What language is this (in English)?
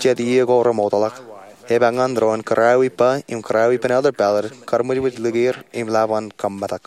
Marshallese